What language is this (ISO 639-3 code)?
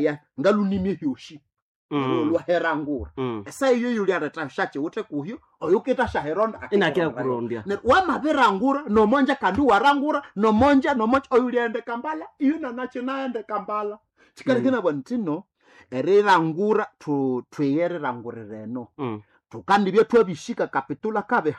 nnb